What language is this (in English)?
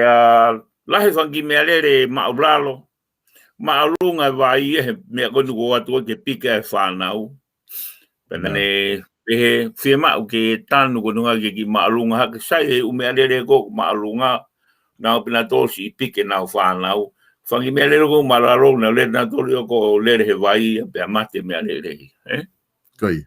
Tongan